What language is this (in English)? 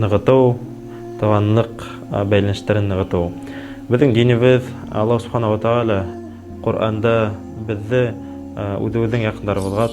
Bashkir